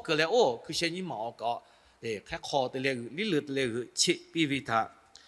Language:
Lahu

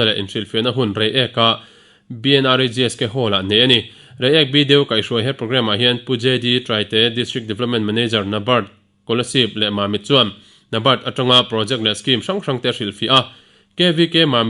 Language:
Mizo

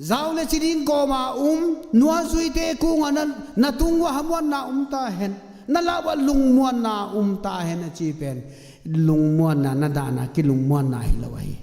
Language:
Tedim Chin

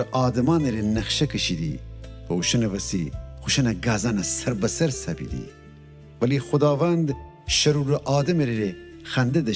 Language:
Gilaki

